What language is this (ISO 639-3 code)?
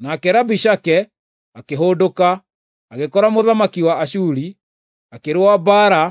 kik